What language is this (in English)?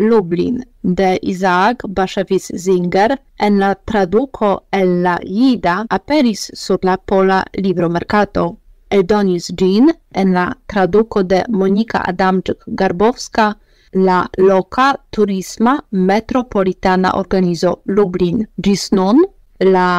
Esperanto